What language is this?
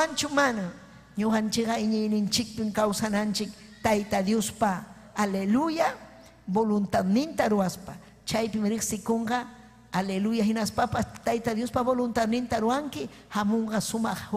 Ayacucho Quechua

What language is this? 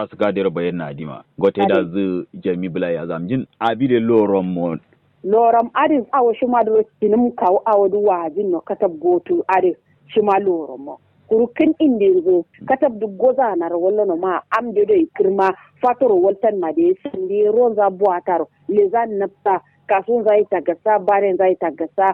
Kanuri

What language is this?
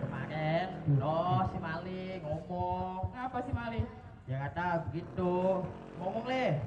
Betawi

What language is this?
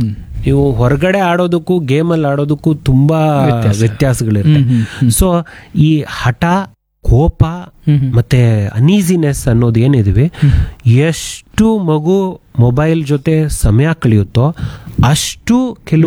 Kannada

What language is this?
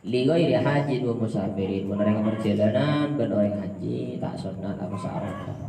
Madurese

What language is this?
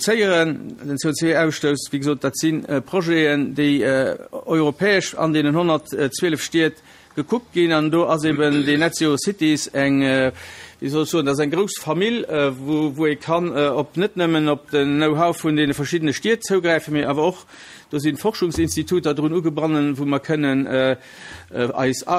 Luxembourgish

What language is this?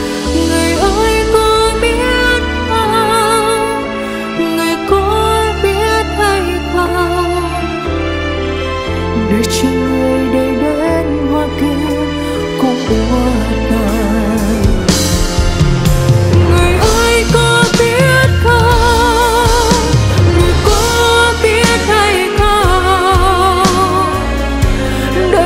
Vietnamese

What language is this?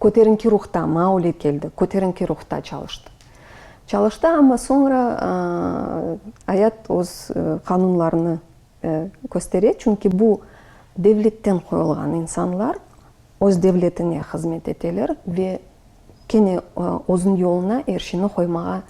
Crimean Tatar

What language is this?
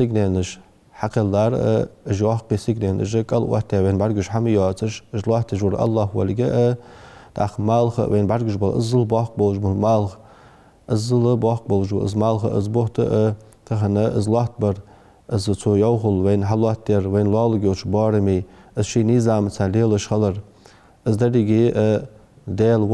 Ingush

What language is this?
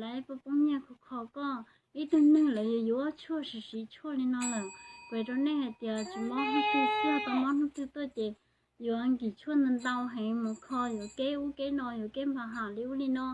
Hmong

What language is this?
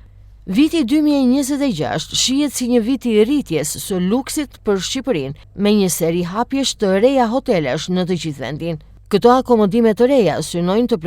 Albanian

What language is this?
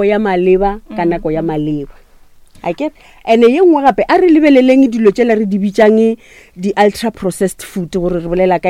Northern Sotho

